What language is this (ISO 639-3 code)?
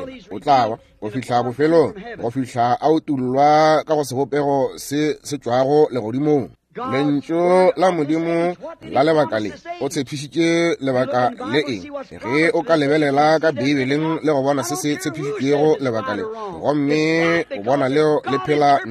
nso